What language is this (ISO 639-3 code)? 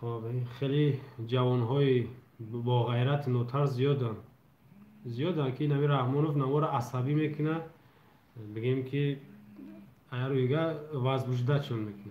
tgk